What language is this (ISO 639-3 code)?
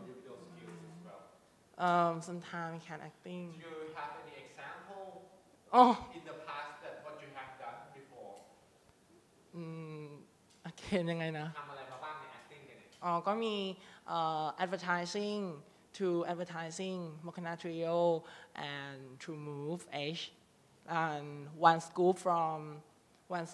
tha